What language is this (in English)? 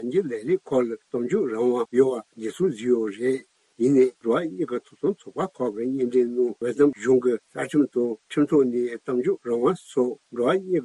Tibetan